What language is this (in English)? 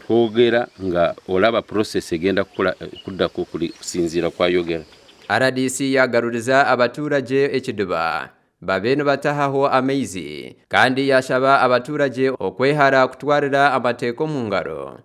Nyankole